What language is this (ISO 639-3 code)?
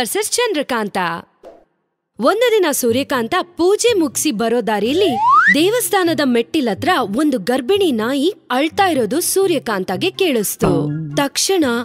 kan